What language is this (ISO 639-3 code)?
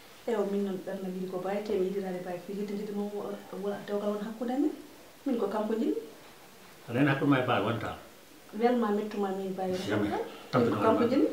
ful